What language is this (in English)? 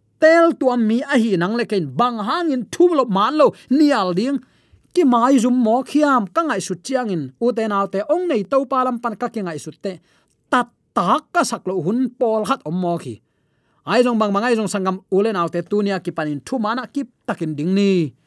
Tedim Chin